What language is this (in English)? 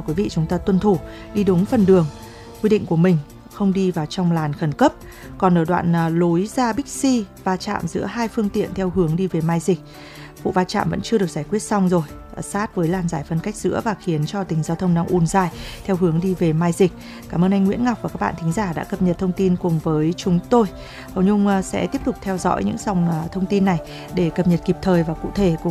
Vietnamese